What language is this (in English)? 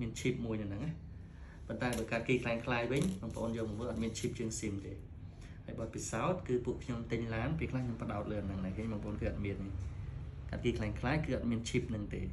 Khmer